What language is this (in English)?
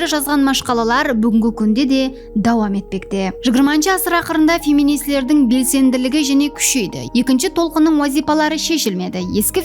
Kara-Kalpak